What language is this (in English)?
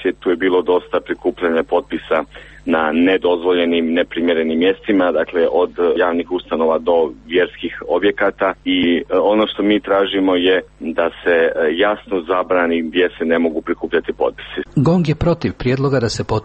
Croatian